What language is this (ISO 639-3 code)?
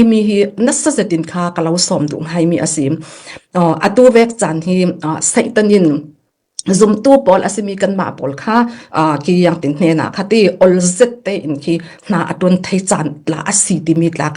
cfm